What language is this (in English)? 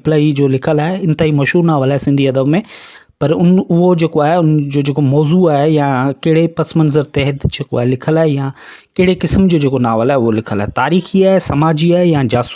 Sindhi